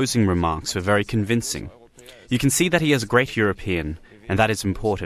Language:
Armenian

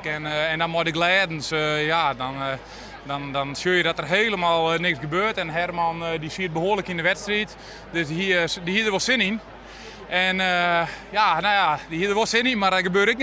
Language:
Western Frisian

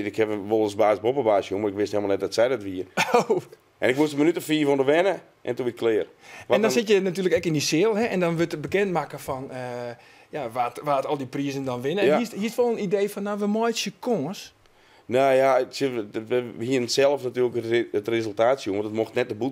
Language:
Western Frisian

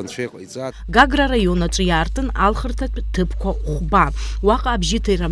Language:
Abkhazian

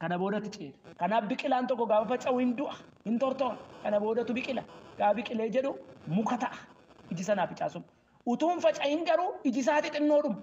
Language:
Oromo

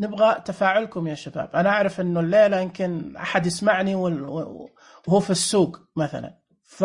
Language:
Najdi Arabic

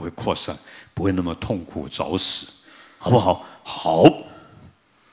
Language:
Chinese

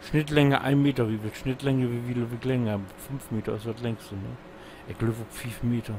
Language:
Low German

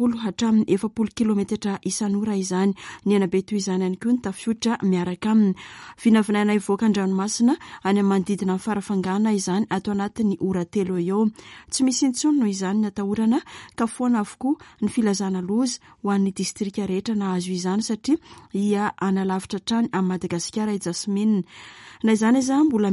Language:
Malagasy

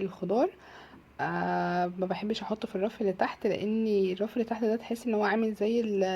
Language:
Egyptian Arabic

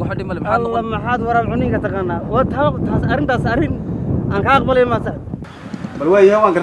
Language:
Somali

